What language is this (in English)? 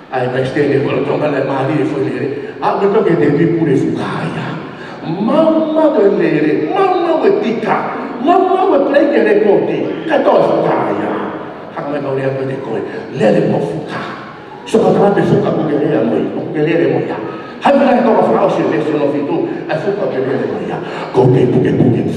Tongan